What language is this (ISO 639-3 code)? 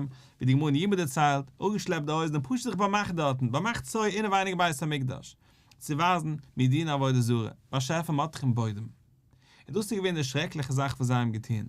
yid